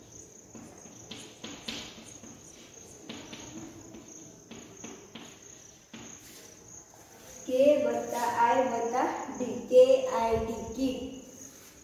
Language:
Gujarati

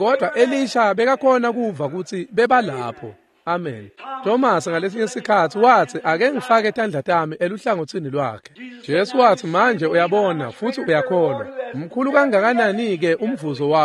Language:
Swati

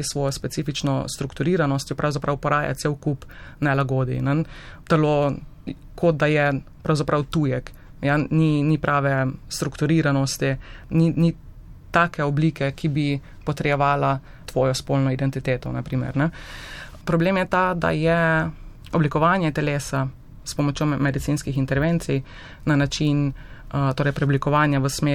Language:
Slovenian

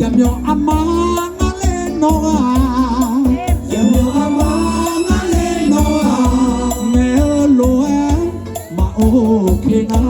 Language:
Akha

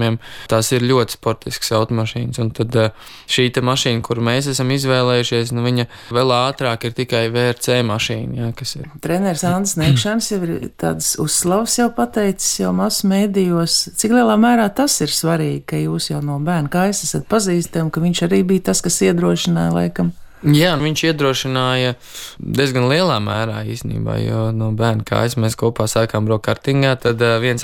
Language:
Latvian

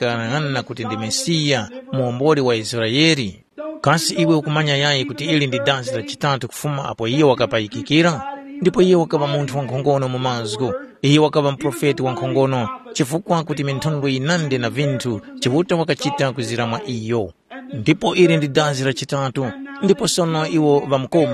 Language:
Tumbuka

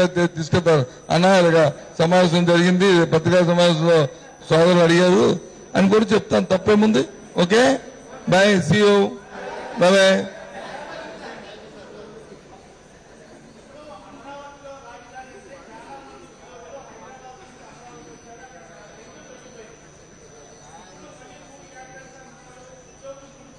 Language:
Telugu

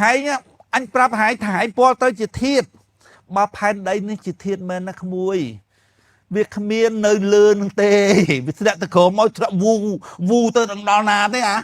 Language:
Khmer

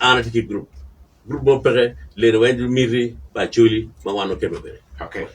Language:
Acoli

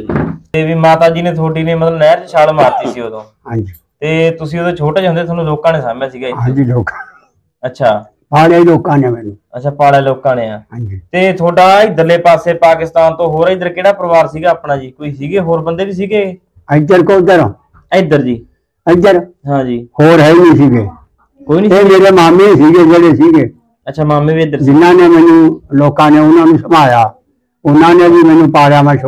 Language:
Punjabi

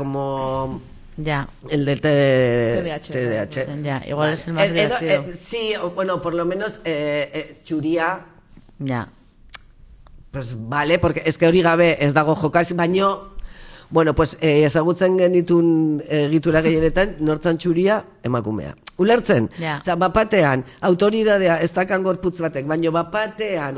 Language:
Basque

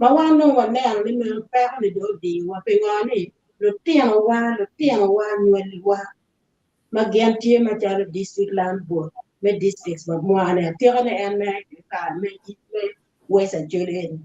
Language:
Acoli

